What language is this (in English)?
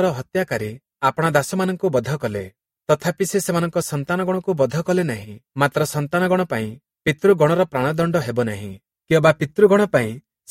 Odia